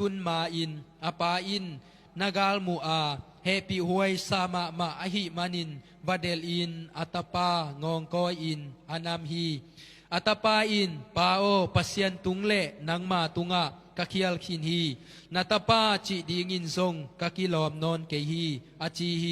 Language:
Tedim Chin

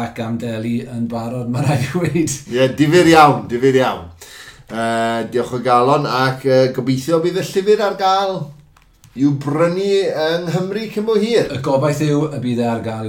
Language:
Welsh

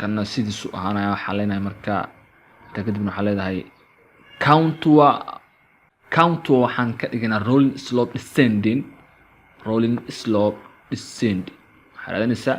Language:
Somali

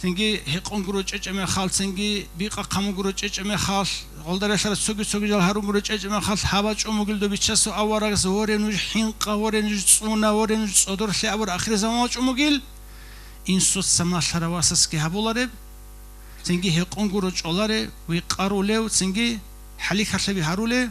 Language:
Avaric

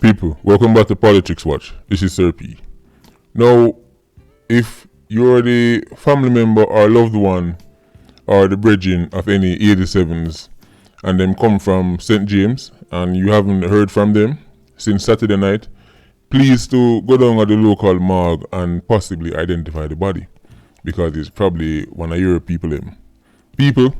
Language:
Jamaican Creole English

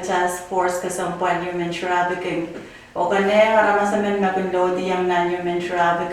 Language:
Pohnpeian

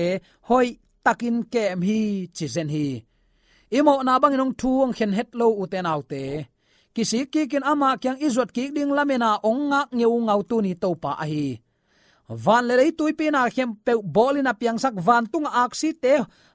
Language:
Tedim Chin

